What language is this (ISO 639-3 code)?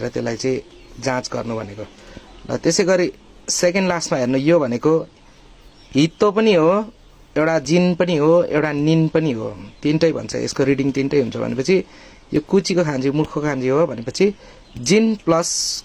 nep